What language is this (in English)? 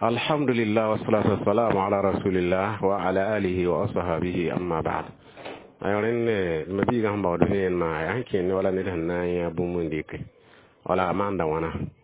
Mossi